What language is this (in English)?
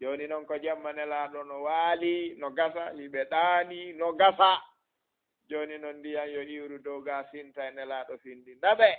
Fula